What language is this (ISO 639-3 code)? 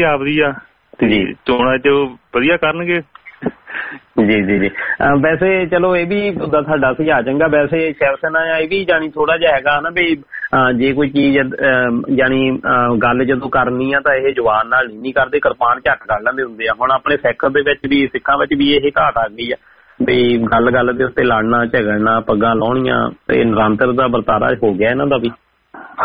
pan